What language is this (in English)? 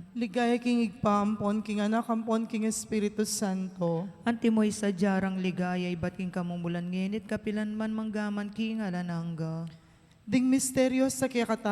Pampanga